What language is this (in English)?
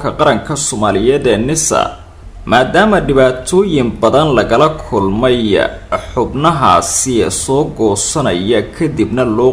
Somali